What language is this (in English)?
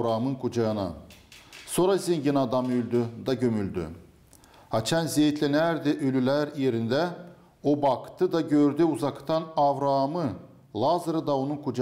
Gagauz